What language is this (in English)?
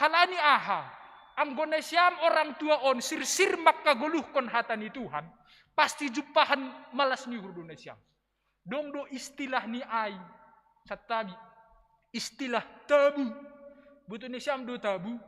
Batak Simalungun